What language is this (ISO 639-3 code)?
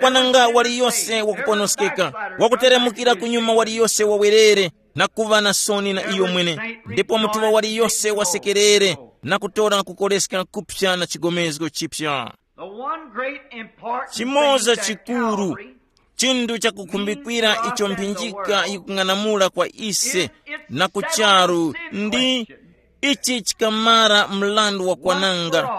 tum